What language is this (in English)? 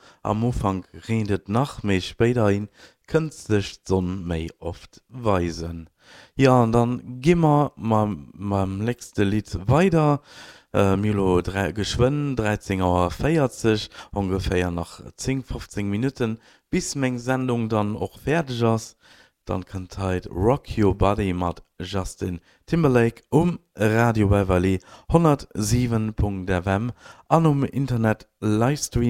Luxembourgish